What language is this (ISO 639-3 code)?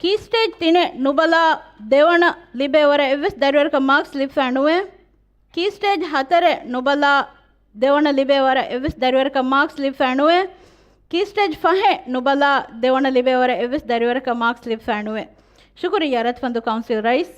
div